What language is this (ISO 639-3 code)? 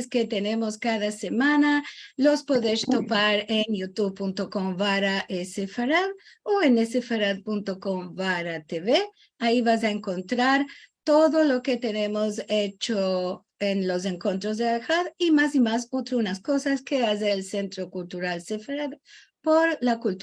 lad